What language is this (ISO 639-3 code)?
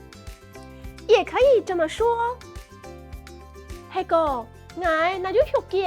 hak